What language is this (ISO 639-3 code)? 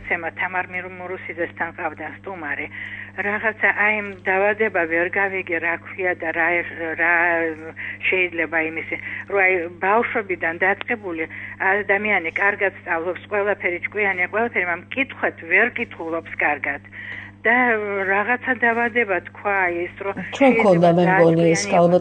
kat